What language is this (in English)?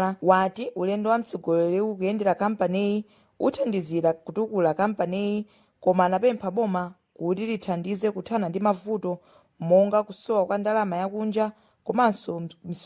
Nyanja